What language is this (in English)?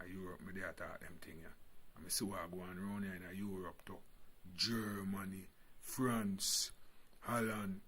Jamaican Creole English